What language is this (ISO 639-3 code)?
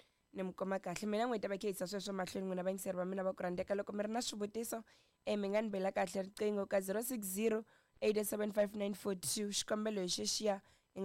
tso